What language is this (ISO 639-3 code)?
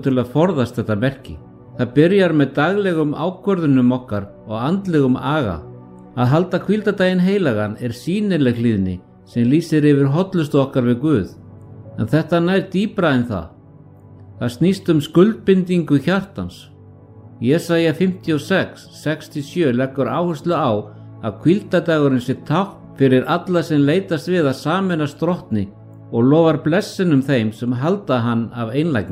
isl